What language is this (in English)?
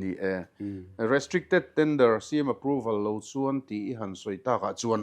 Mizo